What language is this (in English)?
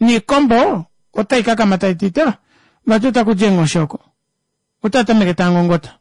Kuanyama